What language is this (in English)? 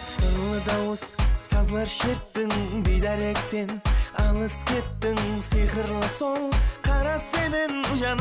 Kara-Kalpak